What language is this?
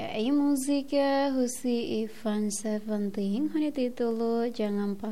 Tetum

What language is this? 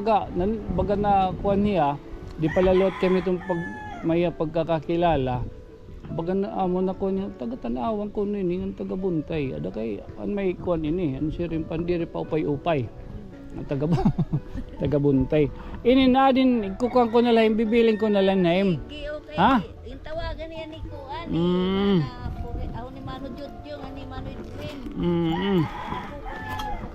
Waray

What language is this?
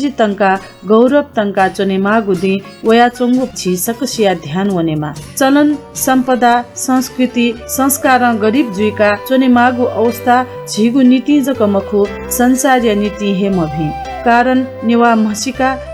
Newari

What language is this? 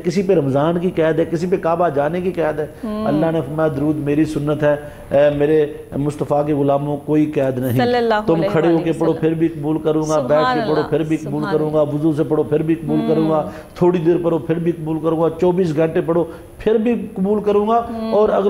Urdu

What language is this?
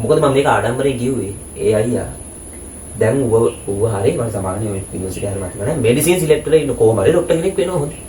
Sinhala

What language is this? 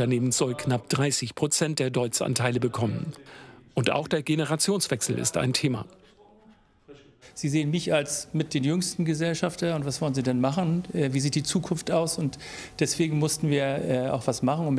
German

